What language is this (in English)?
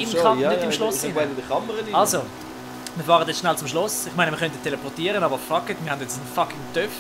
Swiss German